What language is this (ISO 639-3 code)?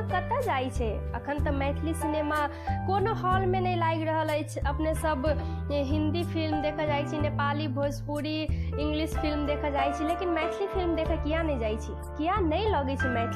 mai